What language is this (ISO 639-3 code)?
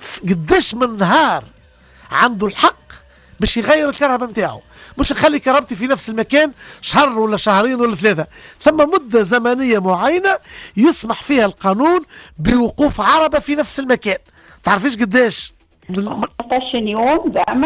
aeb